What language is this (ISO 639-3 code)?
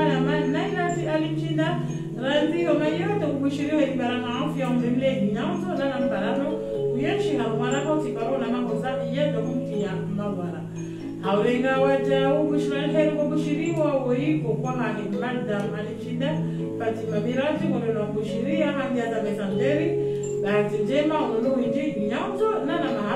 swa